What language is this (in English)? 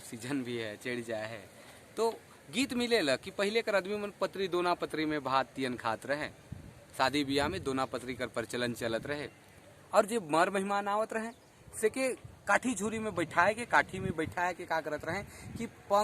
Sadri